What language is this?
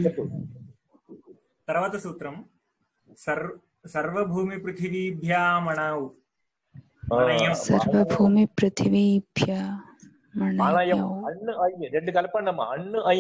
Telugu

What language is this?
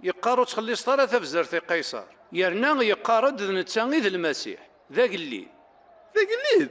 Kabyle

